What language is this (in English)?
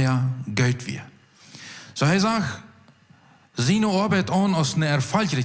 Plautdietsch